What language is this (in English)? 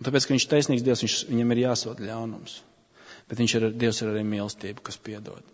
Latvian